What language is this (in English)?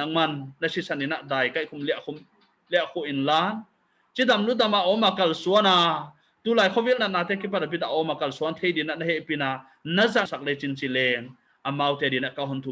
Paite Chin